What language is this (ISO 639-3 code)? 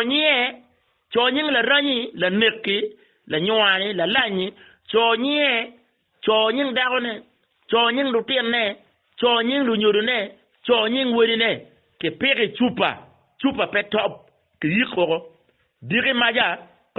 ach